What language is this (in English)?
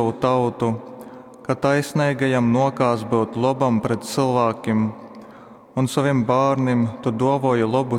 Latgalian